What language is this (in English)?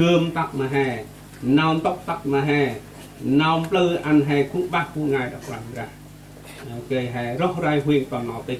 Central Mnong